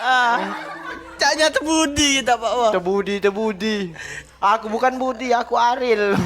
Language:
Musi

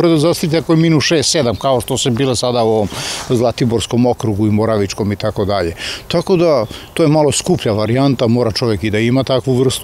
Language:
Serbian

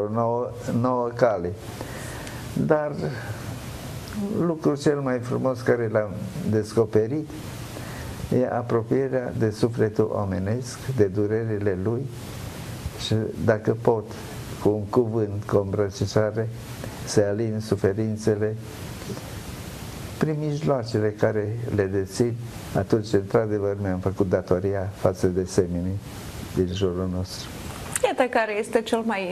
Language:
Romanian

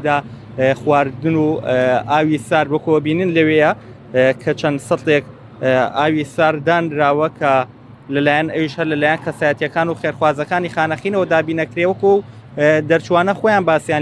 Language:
Central Kurdish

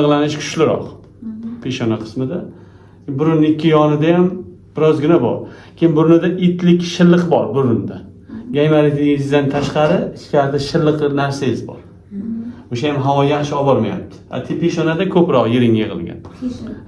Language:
Uzbek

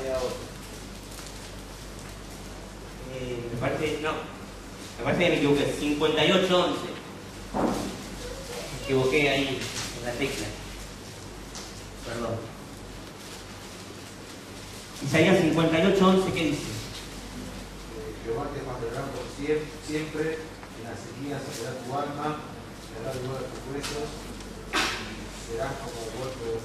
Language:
Spanish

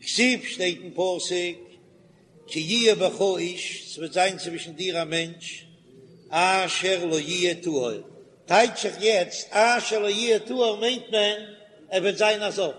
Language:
Yiddish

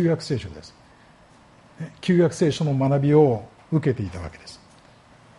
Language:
Japanese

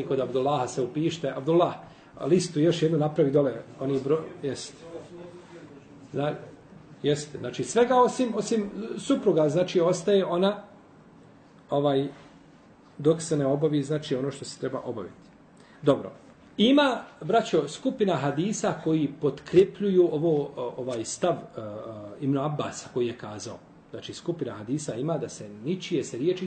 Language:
Bosnian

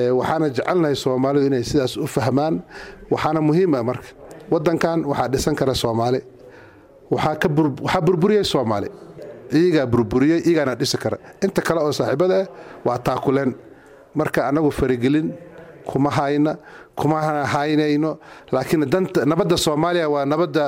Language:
Somali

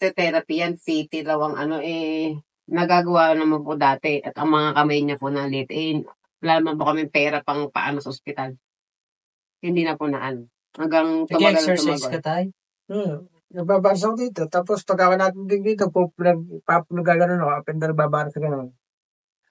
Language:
Filipino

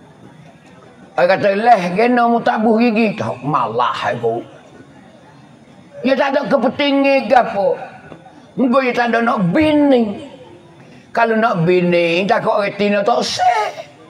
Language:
Pattani Malay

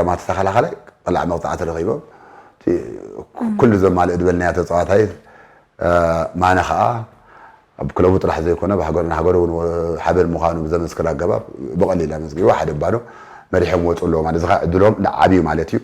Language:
Tigrinya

